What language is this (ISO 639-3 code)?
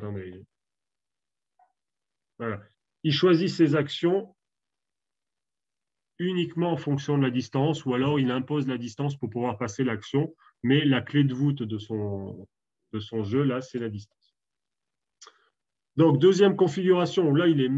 fra